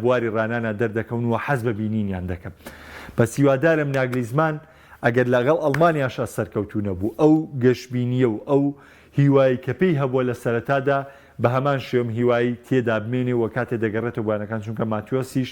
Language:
Central Kurdish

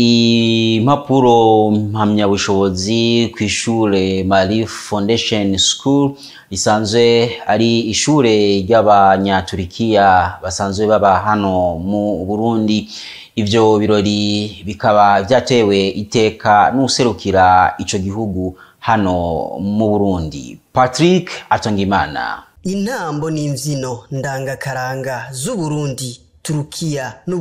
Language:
Rundi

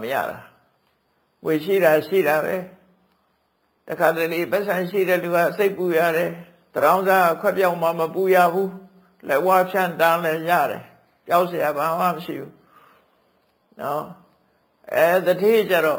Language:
Burmese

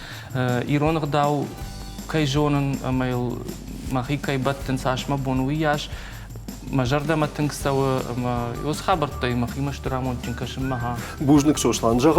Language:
Ossetic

